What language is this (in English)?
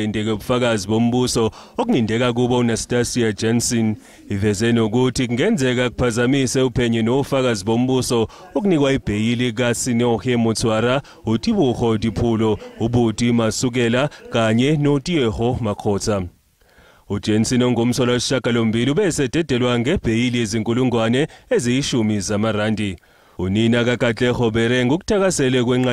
Zulu